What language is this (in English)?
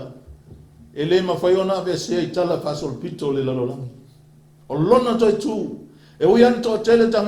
Samoan